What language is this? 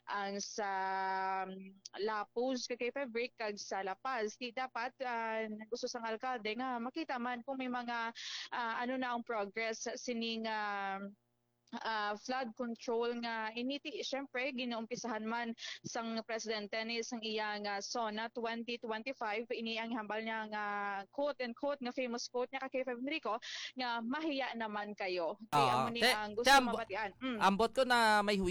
Hiligaynon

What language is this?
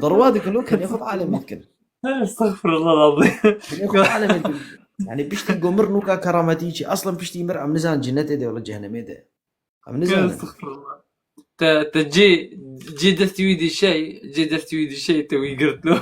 Kurdish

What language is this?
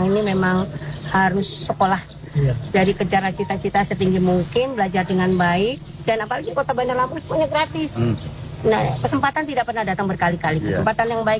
Indonesian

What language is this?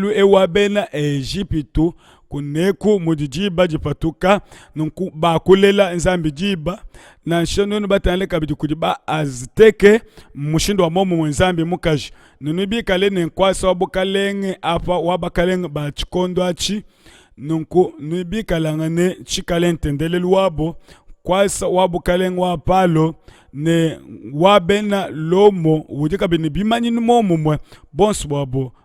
Luba-Lulua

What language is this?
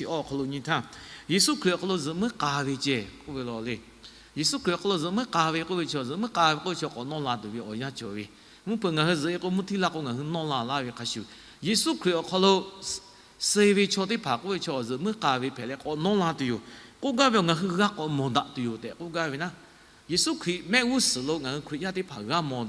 Lahu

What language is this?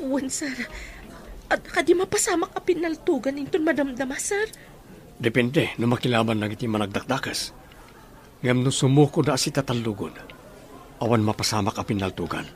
Iloko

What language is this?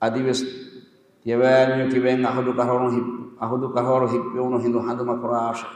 Divehi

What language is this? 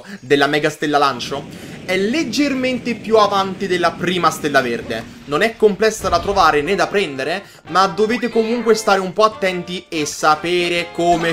Italian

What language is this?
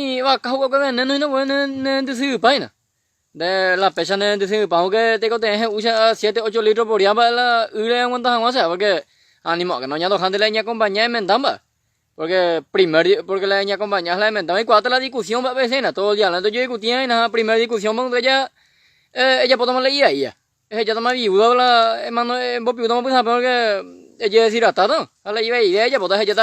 Guarani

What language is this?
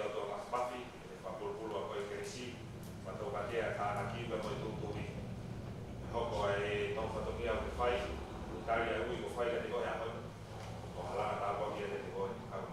Tongan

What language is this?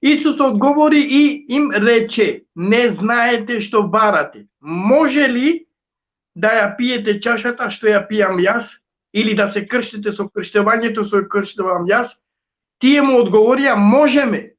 Balkan Romani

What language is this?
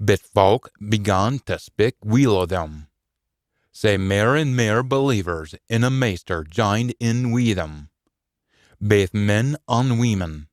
Scots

